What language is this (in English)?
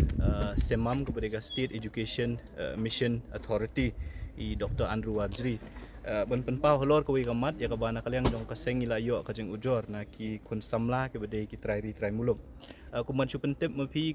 Khasi